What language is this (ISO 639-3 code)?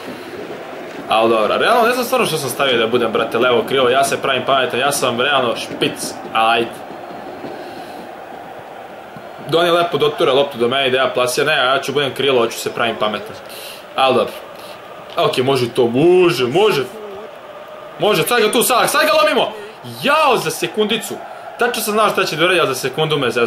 srp